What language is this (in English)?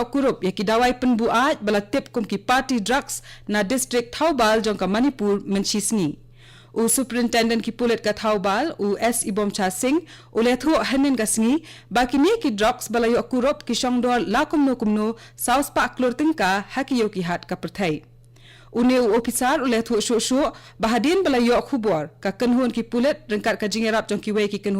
Khasi